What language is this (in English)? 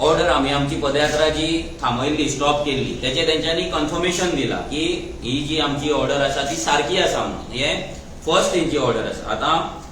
Konkani